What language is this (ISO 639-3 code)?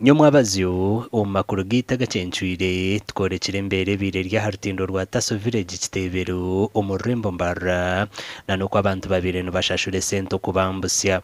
nyn